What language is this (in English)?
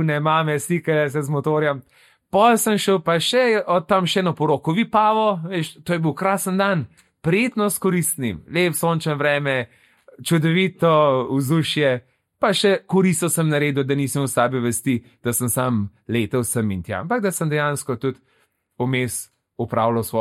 Slovenian